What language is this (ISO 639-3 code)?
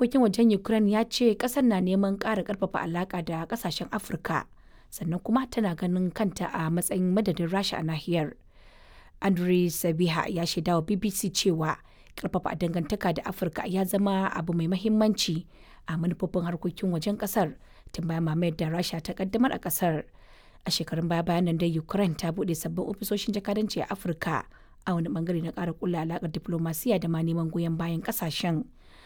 hau